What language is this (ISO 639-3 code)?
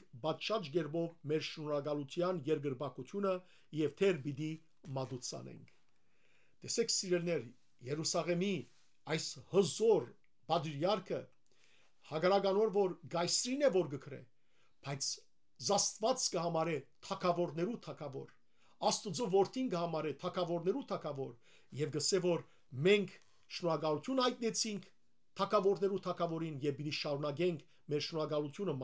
hyw